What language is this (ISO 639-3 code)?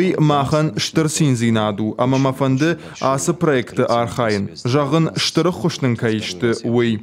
oss